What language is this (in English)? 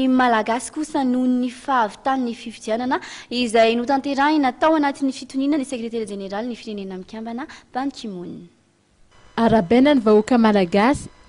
Malagasy